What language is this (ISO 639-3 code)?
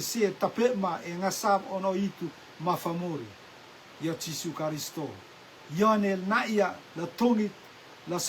rtm